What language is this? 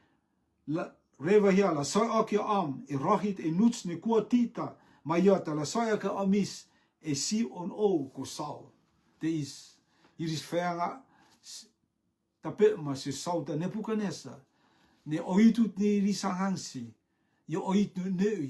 Rotuman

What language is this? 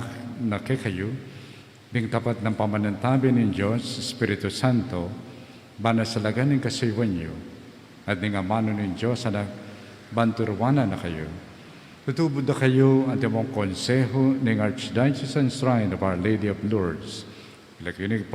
Pampanga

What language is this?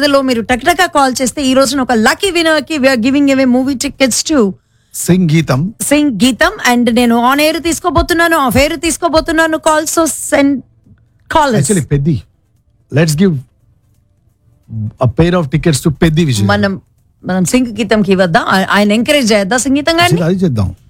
Telugu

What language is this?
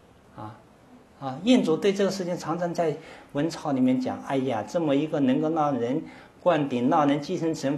Chinese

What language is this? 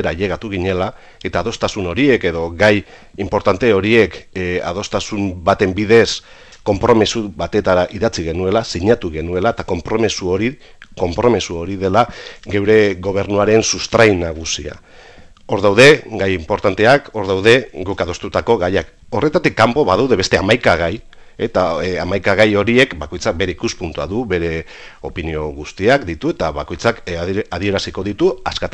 Basque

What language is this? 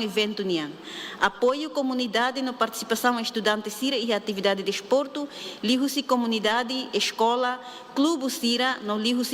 Tetum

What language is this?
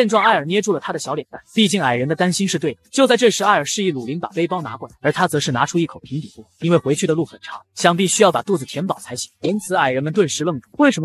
Chinese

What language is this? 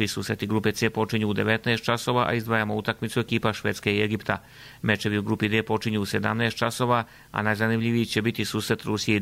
Croatian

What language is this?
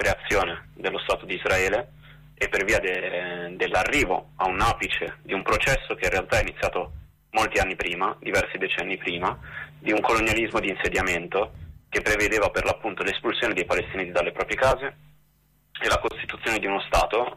Italian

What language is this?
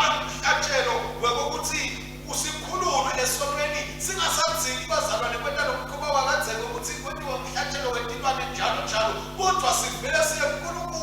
Swati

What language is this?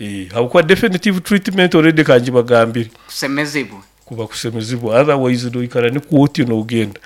Nyoro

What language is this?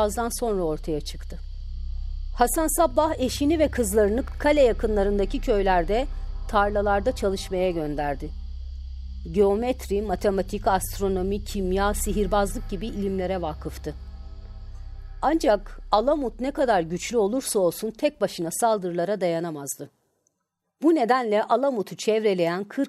Turkish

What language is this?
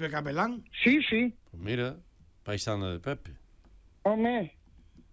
Galician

